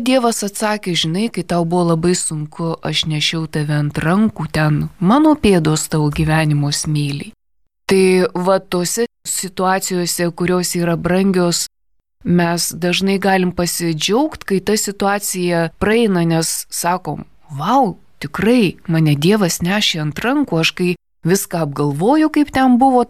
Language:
Lithuanian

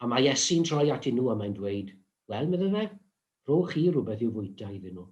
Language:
Welsh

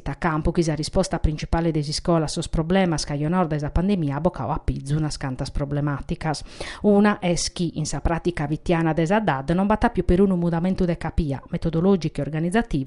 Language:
Sardinian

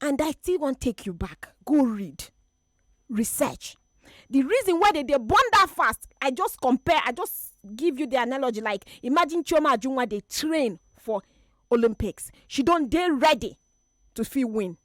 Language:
Nigerian Pidgin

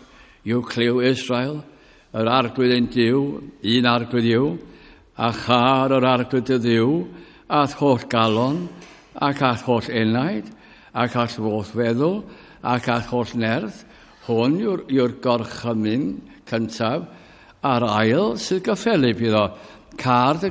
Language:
Welsh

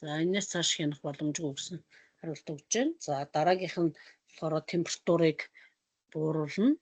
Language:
Mongolian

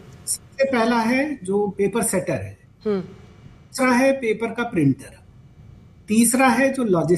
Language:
Hindi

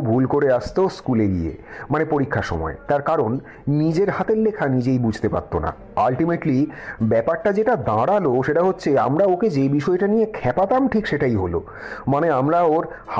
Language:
Bangla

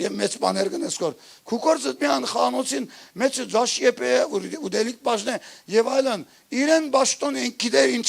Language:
Western Armenian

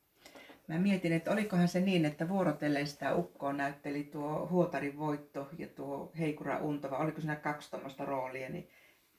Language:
Finnish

